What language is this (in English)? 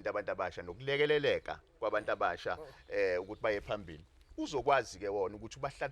Zulu